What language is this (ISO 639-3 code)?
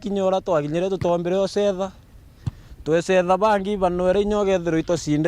mer